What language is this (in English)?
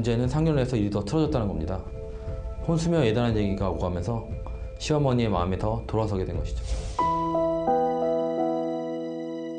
Korean